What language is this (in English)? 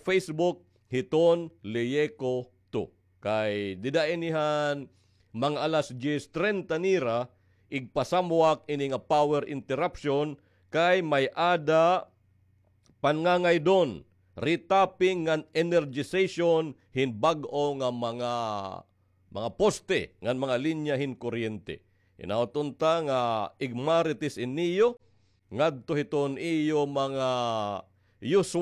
Waray